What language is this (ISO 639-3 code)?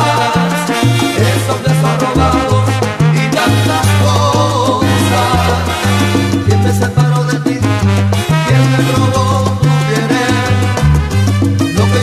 spa